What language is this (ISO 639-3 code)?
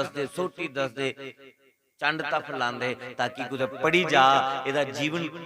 doi